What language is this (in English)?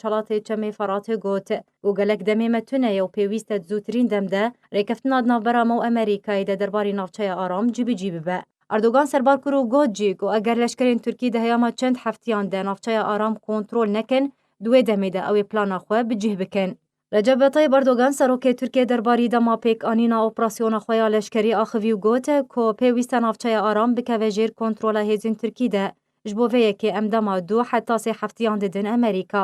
Kurdish